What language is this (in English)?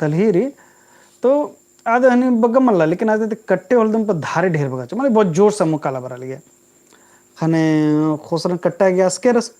Kurukh